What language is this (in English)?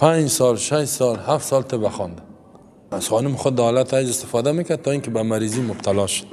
Persian